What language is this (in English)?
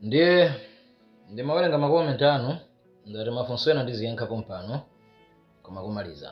Nyanja